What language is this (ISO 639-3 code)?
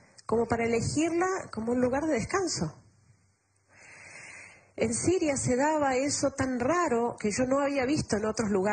spa